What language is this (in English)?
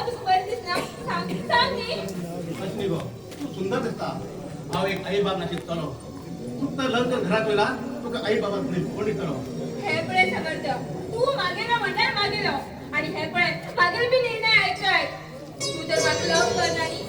Konkani